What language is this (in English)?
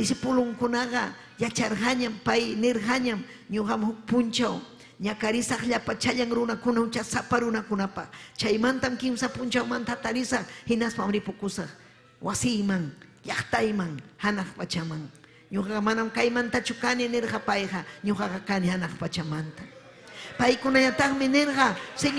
Ayacucho Quechua